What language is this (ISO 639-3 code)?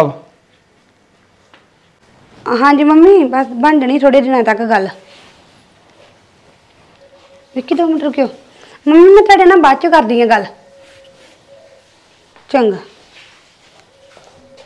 pan